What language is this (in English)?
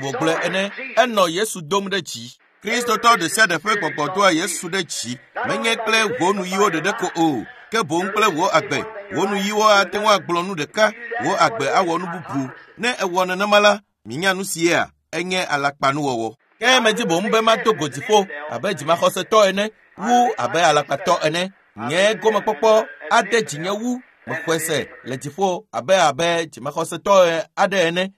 Ewe